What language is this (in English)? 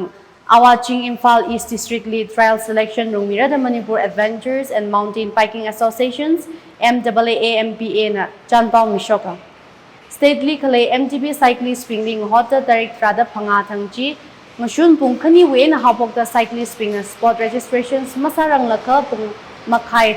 Tangkhul Naga (India)